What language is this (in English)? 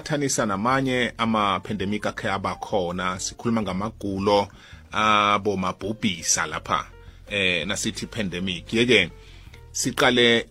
South Ndebele